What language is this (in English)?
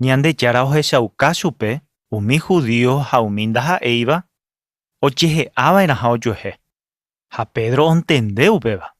Guarani